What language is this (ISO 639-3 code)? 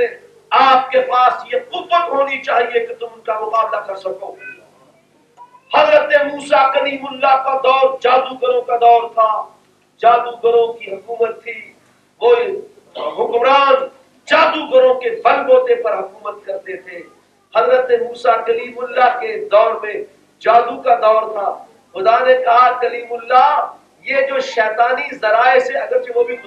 urd